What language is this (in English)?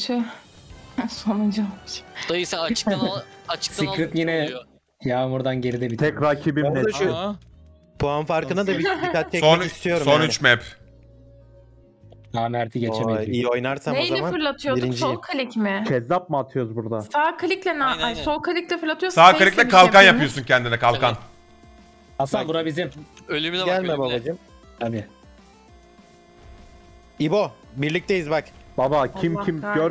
Turkish